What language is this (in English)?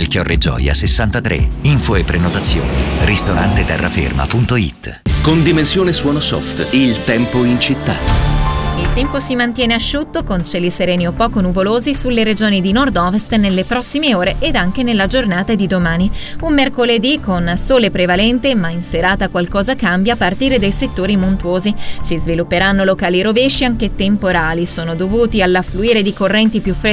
Italian